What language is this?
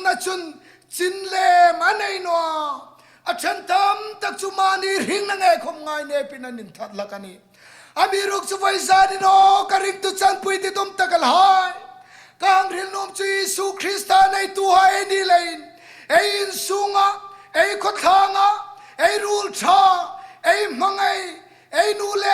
Hmar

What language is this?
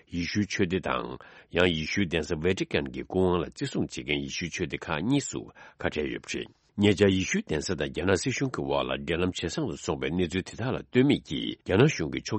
Tibetan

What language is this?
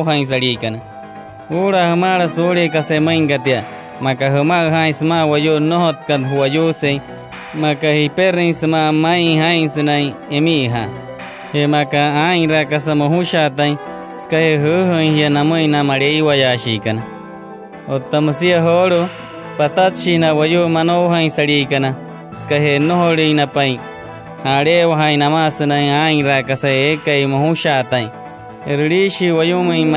Wayuu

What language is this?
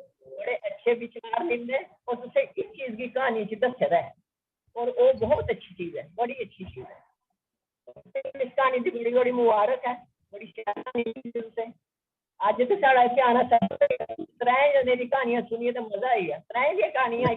Dogri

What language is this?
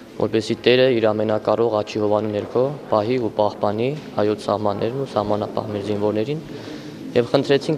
Armenian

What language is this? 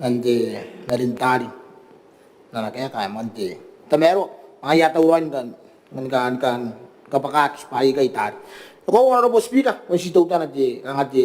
Gilbertese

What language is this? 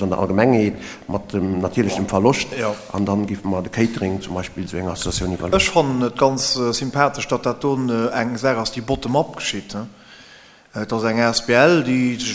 Luxembourgish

